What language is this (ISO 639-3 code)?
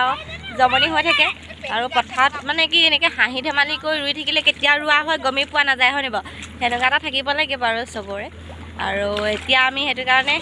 asm